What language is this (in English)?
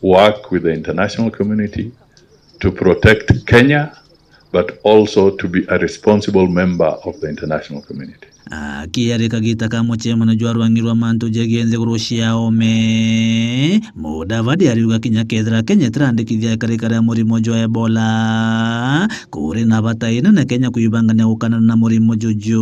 Meru